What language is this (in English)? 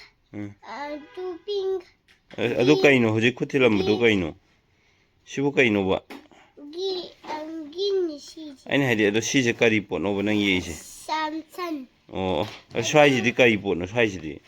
Manipuri